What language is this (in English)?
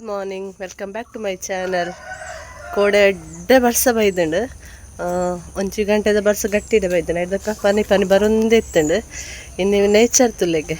Tulu